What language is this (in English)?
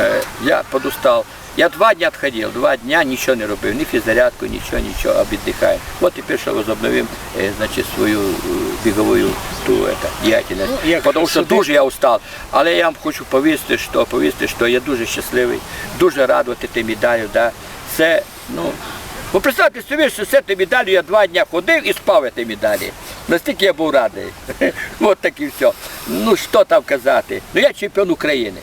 Rusyn